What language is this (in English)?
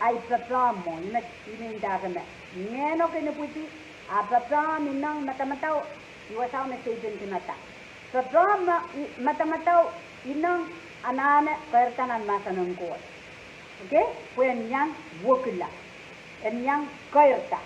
Pohnpeian